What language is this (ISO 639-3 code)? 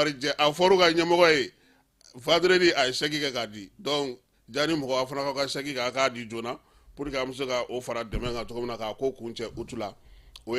bam